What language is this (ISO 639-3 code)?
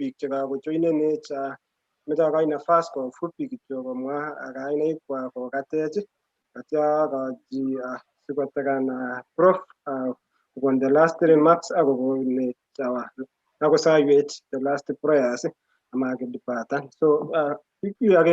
kln